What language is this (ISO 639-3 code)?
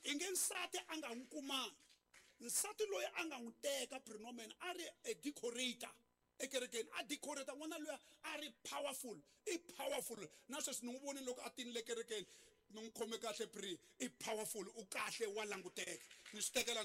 tso